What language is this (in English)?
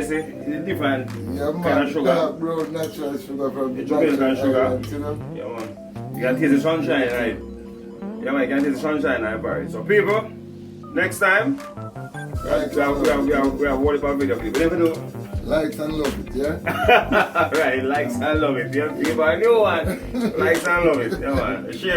Jamaican Creole English